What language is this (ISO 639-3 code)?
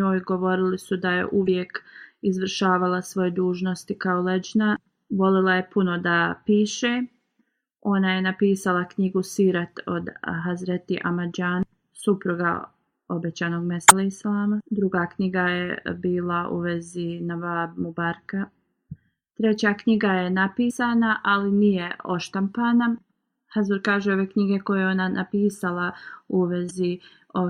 bos